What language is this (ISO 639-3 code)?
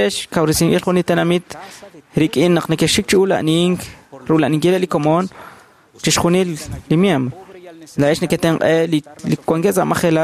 kek